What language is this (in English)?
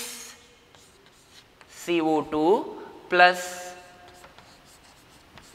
English